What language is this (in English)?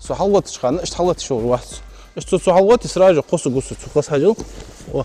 Ingush